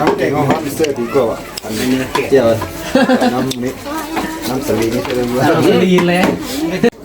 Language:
Lao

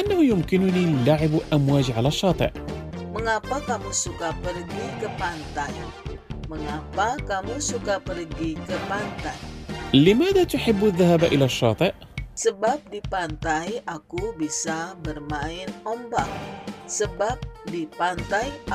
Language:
Indonesian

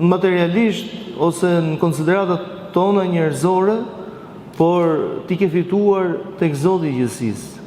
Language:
Albanian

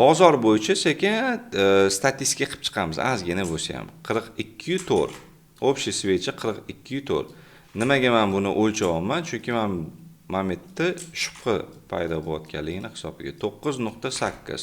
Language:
Uzbek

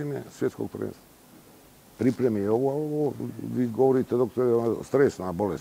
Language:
Bosnian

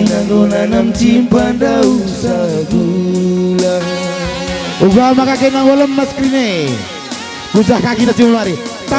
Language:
Batak Karo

